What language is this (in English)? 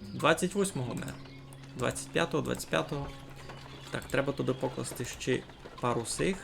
Rusyn